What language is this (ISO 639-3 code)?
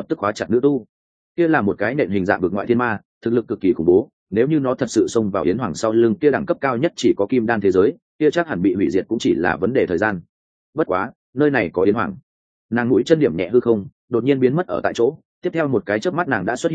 vie